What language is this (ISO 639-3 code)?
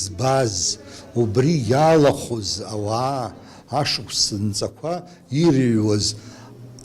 abk